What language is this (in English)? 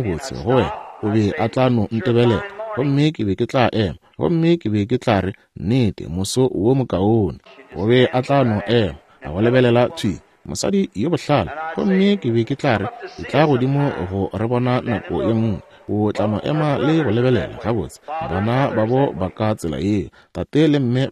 Northern Sotho